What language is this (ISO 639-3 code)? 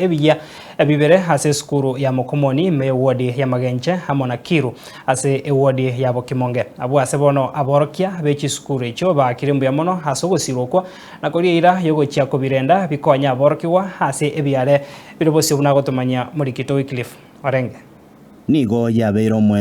guz